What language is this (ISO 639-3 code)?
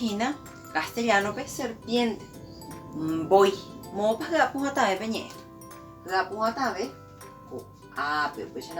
grn